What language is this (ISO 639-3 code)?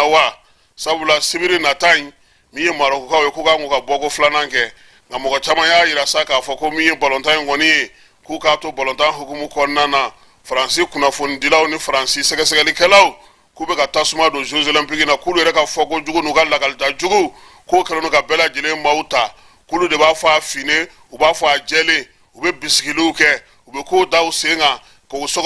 bam